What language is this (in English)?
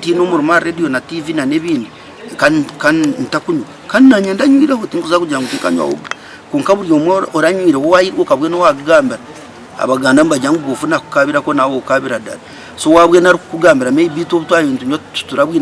Nyankole